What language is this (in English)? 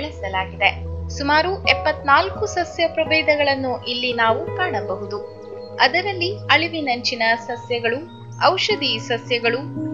Kannada